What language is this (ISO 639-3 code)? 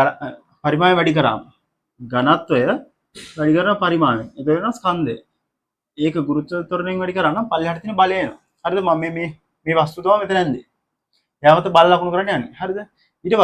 sin